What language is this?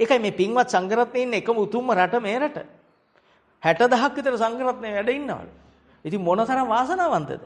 Sinhala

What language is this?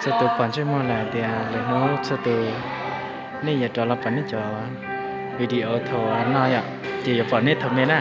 Hmong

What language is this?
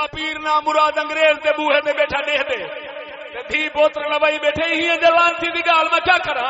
Saraiki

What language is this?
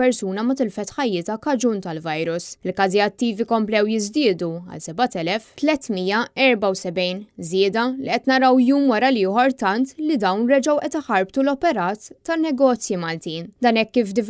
Maltese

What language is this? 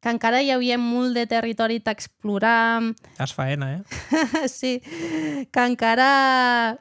Occitan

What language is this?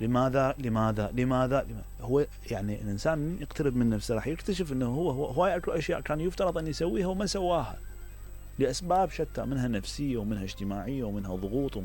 Mesopotamian Arabic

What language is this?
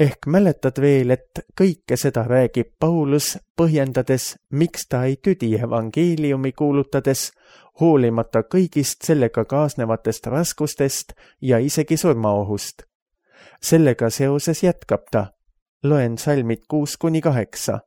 Estonian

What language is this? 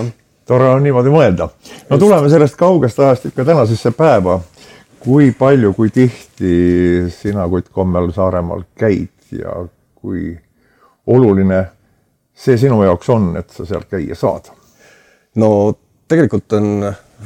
Estonian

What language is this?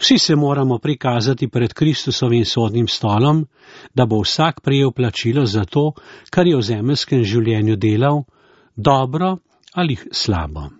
Slovenian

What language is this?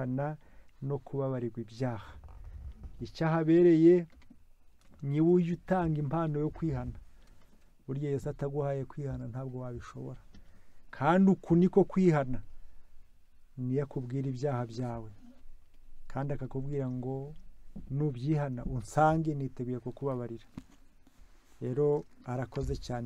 Kinyarwanda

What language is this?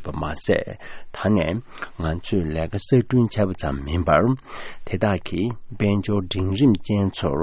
Tibetan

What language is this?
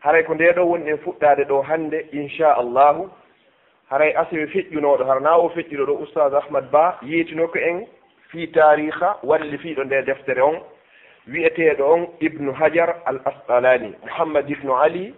Fula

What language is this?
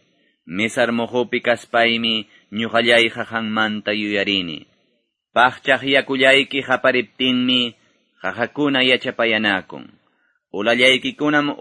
Quechua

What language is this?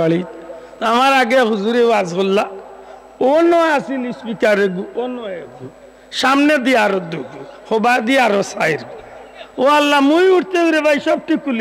Sylheti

